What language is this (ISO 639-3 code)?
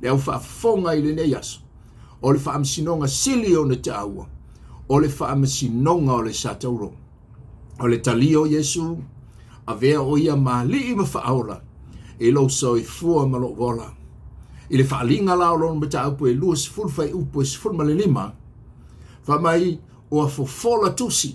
smo